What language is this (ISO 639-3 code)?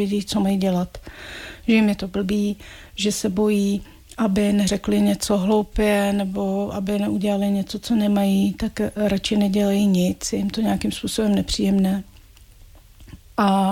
ces